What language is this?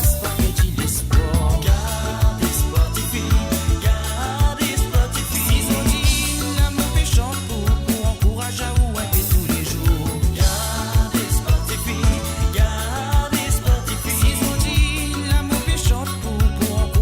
Morisyen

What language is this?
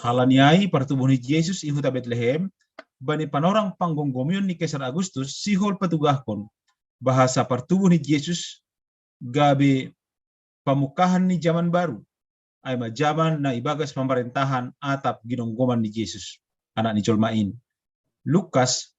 Batak Simalungun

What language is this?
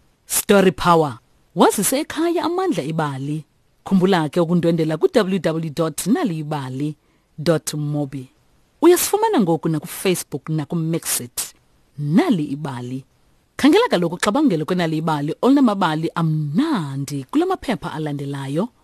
Xhosa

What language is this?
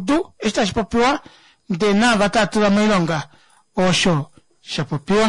Kuanyama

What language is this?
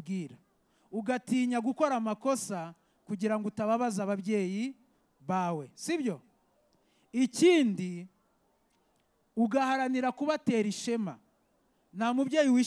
Kinyarwanda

